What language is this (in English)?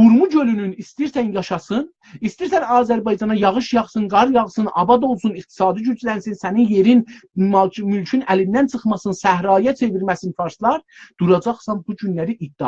South Azerbaijani